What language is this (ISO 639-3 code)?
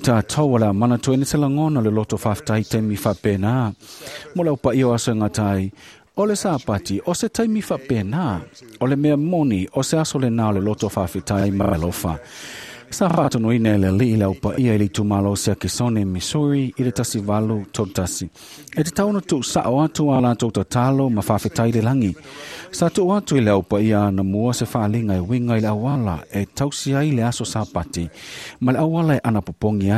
smo